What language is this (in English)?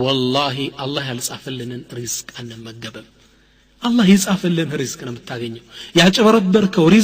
Amharic